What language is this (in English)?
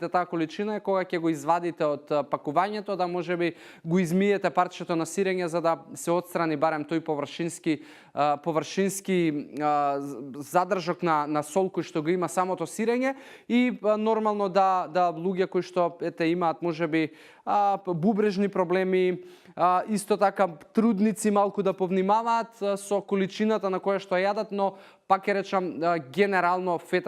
Macedonian